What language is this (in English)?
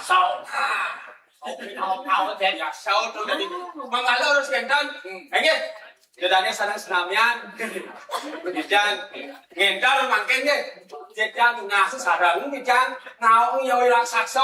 Balinese